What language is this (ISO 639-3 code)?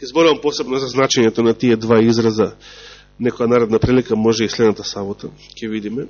mkd